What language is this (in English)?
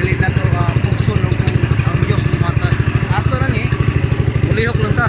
Cebuano